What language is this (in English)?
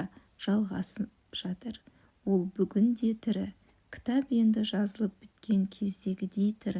Kazakh